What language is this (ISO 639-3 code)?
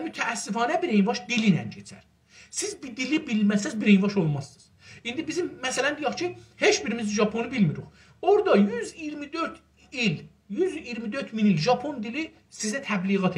azb